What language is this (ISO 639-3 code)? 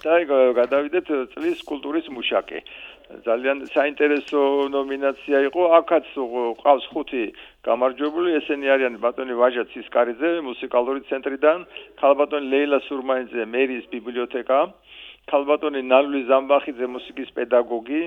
kat